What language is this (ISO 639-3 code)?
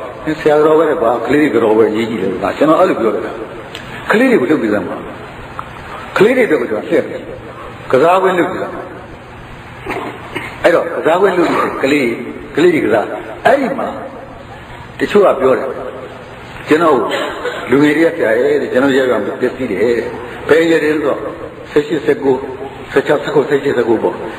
mya